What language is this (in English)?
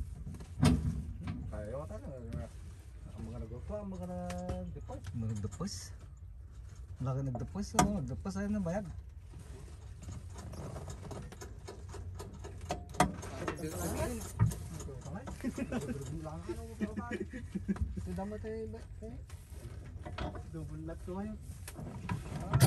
Filipino